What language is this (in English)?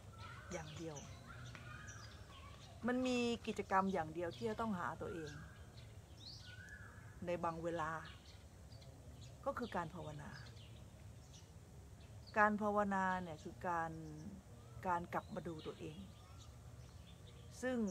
Thai